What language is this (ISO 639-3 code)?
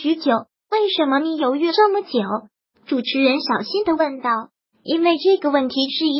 zho